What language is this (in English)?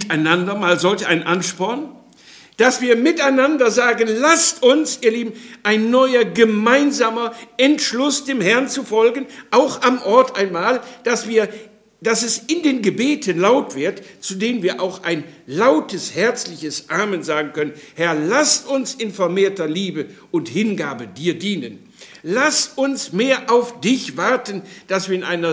German